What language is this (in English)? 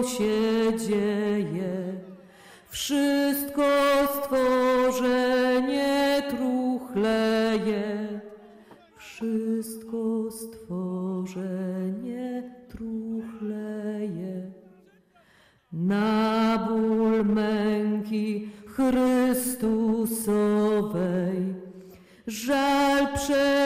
Polish